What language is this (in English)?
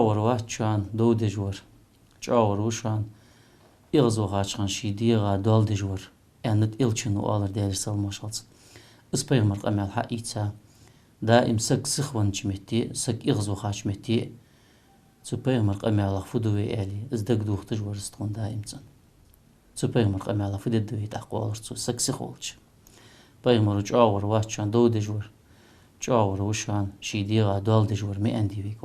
Ingush